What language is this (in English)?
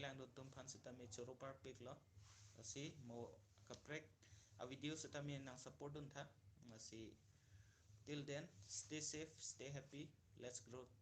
Karbi